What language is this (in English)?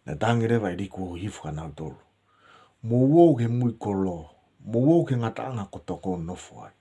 Tongan